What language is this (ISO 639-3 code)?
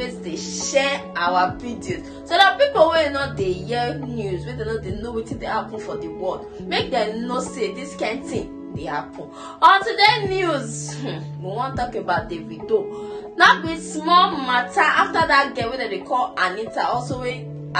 pcm